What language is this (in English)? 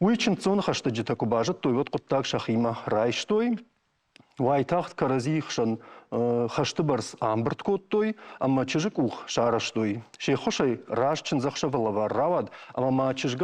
Ossetic